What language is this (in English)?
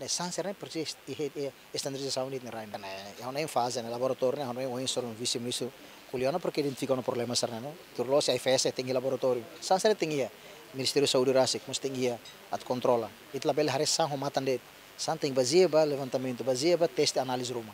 Tetum